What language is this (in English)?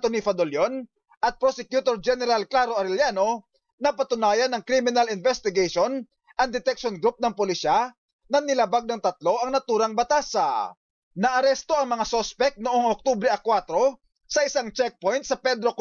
Filipino